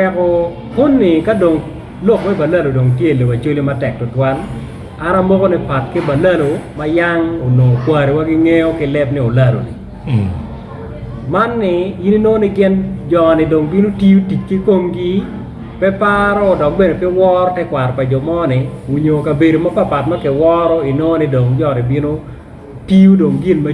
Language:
Acoli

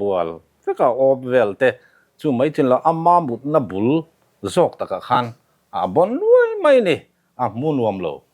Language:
Mizo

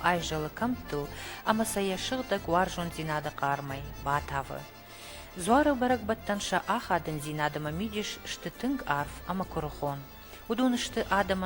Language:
Ossetic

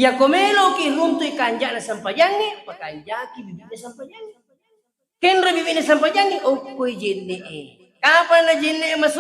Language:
Buginese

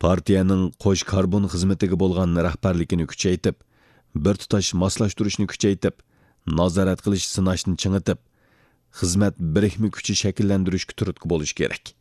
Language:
Uyghur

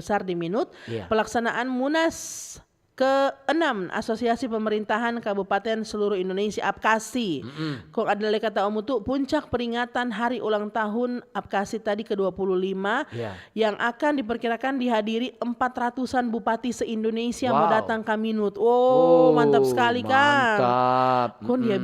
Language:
Manado Malay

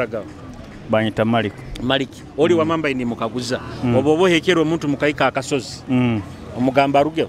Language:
Nyoro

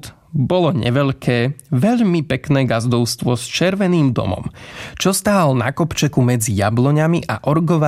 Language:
Slovak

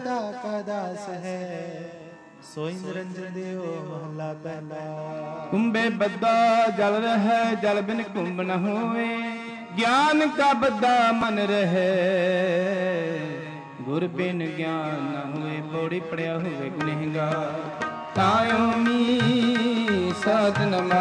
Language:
Punjabi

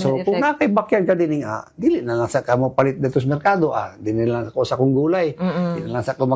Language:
Cebuano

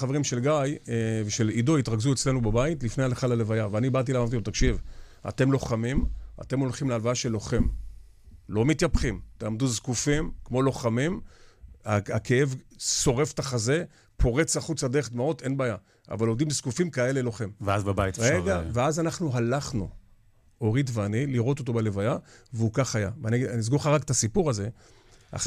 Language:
Hebrew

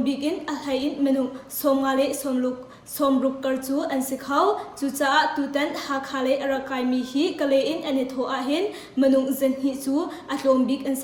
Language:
Hakha Chin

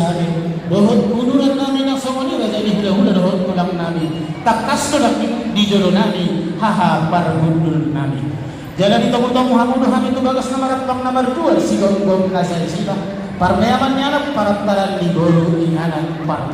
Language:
Batak Toba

